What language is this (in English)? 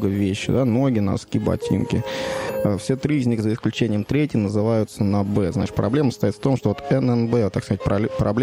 Russian